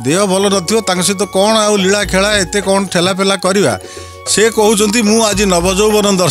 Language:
Odia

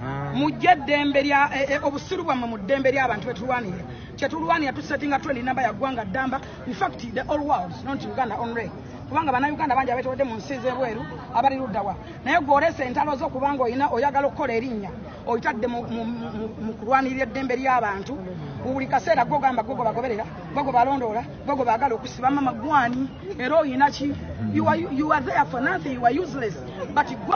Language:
Ganda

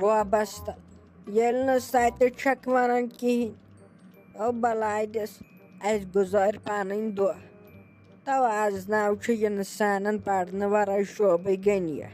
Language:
Kashmiri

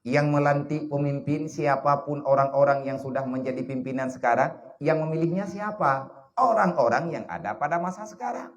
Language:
Achinese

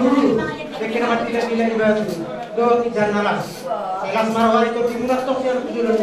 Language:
Batak Toba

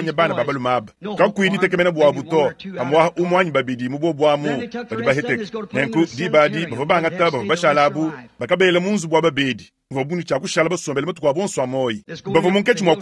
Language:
Luba-Lulua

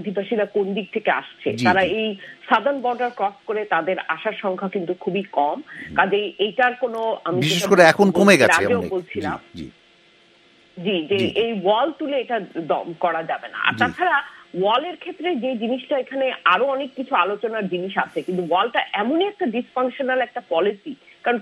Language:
Bangla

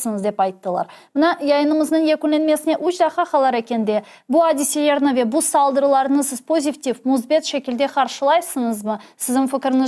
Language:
Crimean Tatar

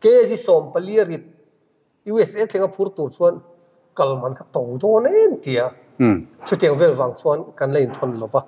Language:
Mizo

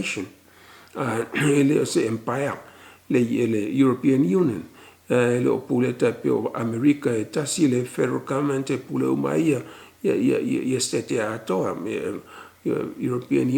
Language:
Samoan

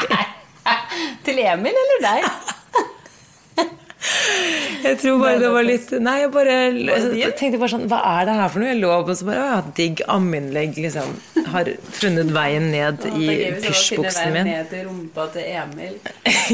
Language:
Norwegian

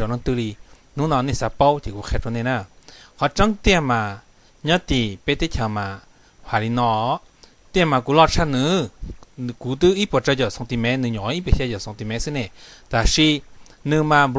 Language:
Hmong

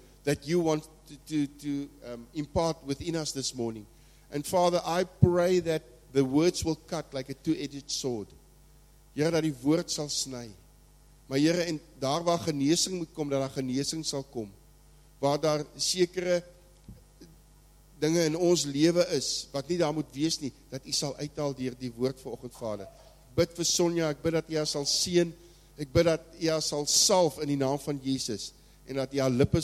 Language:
Afrikaans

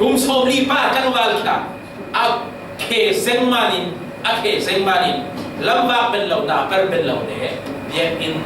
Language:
Falam Chin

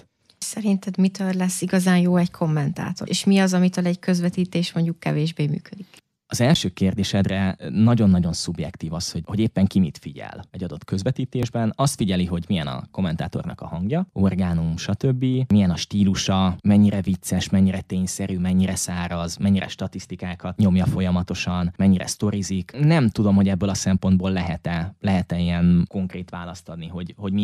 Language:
Hungarian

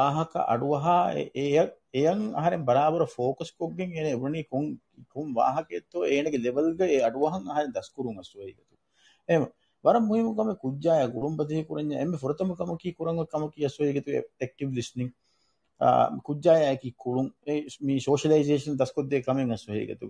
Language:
Divehi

